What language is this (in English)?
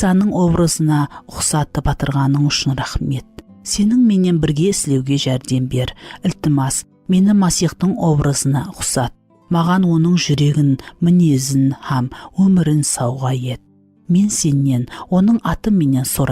Kara-Kalpak